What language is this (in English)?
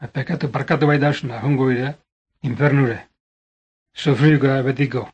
Basque